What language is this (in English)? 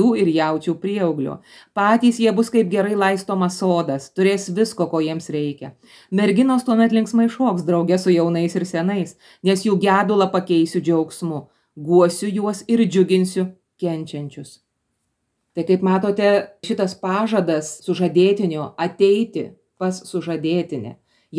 Lithuanian